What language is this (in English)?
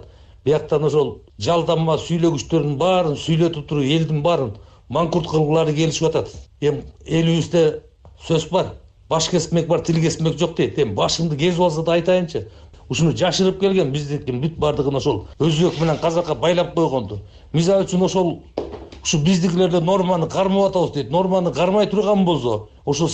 Kyrgyz